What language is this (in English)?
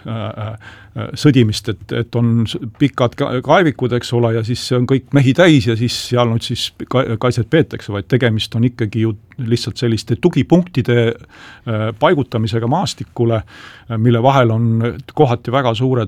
Estonian